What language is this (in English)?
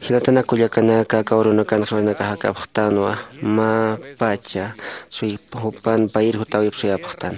Aymara